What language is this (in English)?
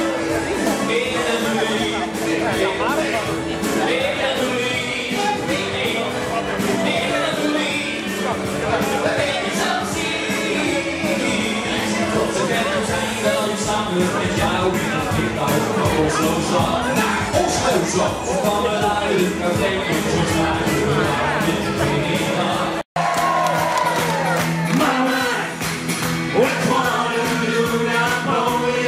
Dutch